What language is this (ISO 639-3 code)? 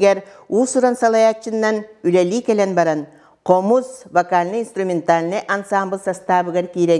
sah